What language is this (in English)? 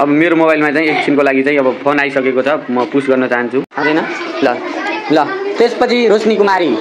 Nepali